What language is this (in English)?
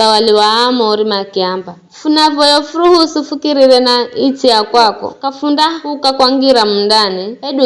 Giryama